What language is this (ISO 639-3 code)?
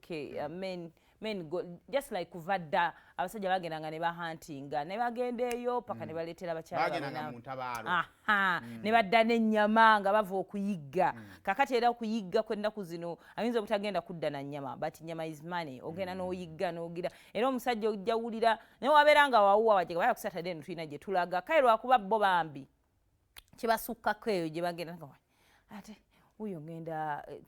lug